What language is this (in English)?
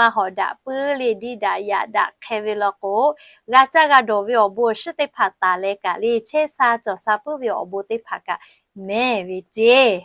Lahu